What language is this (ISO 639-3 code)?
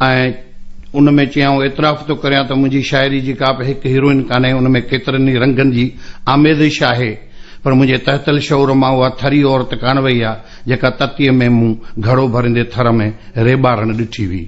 snd